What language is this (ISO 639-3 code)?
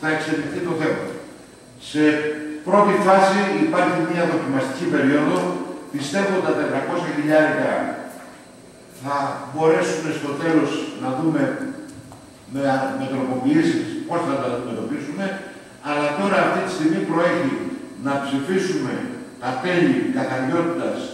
ell